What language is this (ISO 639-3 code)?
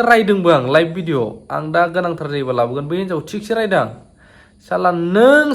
brx